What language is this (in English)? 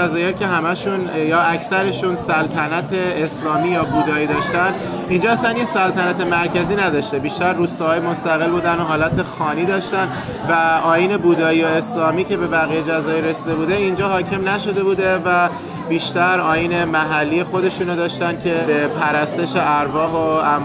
Persian